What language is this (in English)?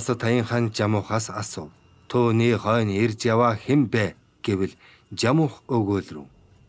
Mongolian